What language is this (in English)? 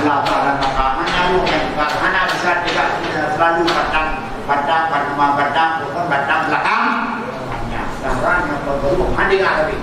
Achinese